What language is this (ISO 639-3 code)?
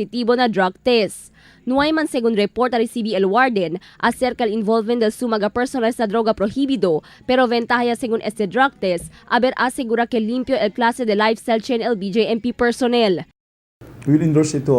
cbk